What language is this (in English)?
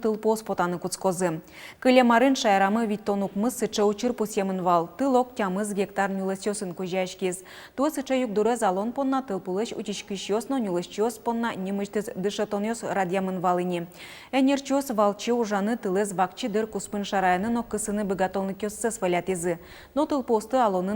Udmurt